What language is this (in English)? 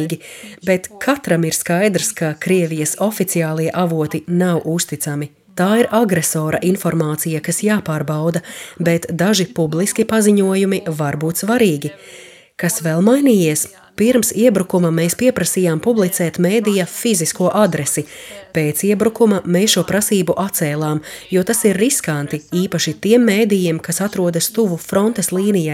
Latvian